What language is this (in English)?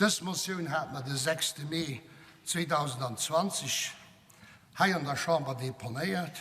Luxembourgish